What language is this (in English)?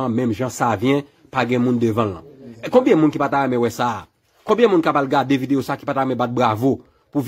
Haitian Creole